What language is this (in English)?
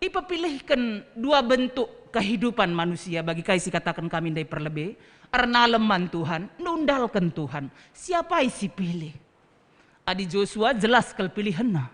Batak Karo